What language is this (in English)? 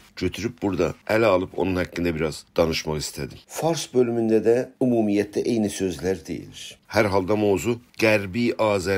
South Azerbaijani